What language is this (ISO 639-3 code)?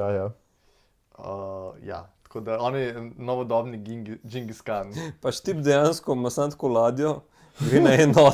slv